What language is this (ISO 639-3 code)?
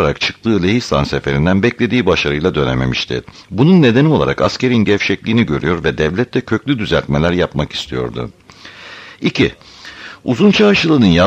tur